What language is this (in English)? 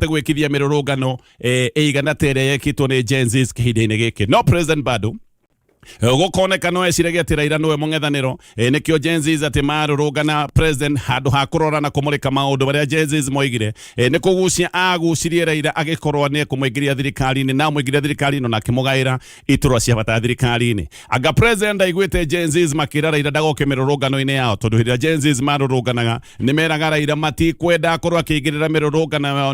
Kikuyu